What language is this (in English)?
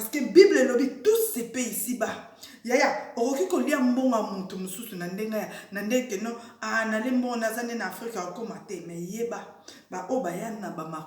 Lingala